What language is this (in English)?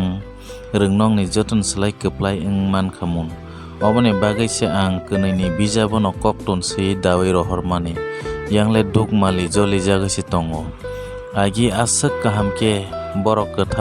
Kok Borok